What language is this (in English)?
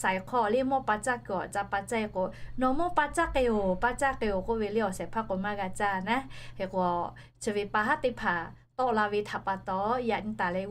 Lahu